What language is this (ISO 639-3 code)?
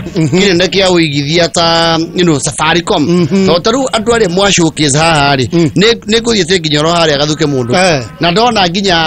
kik